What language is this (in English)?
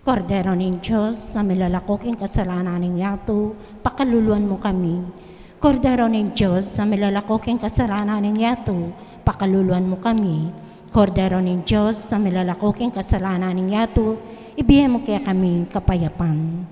Pampanga